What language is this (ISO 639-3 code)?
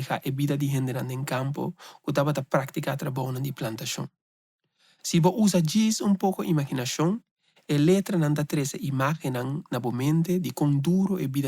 pap